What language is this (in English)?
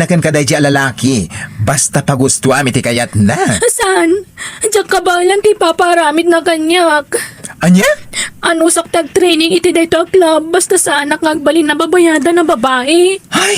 Iloko